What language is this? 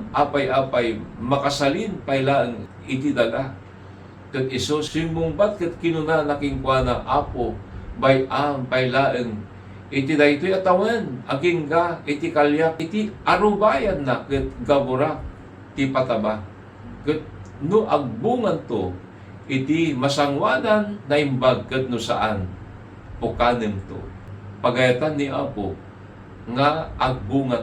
Iloko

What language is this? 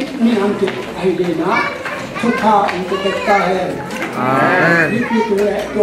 Tedim Chin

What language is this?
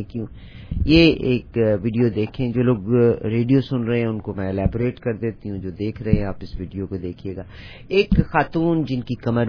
Urdu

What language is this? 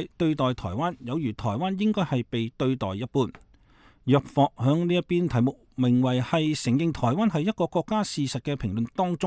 Cantonese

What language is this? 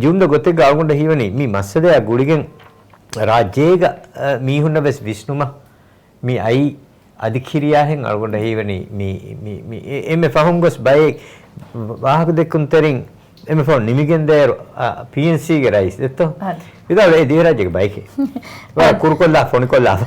Divehi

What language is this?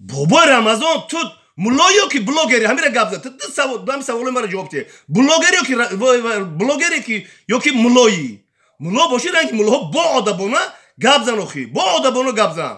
Tajik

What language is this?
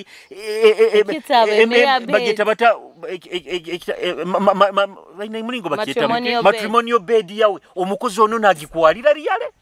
Nyoro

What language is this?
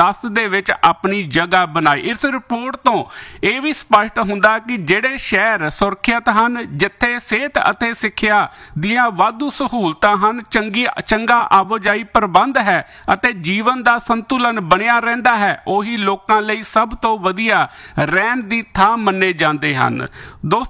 Punjabi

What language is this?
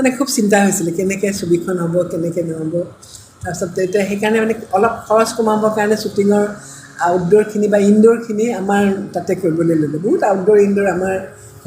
Assamese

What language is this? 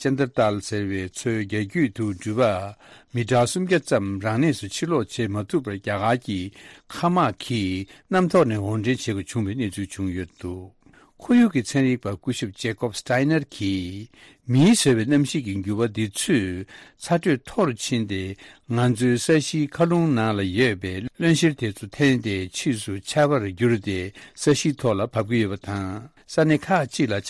Tibetan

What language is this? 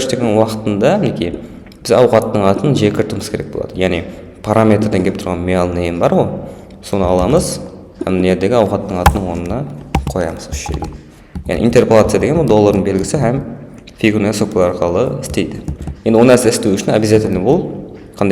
Kara-Kalpak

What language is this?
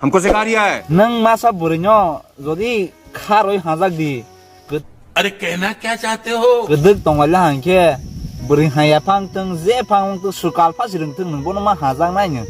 Kok Borok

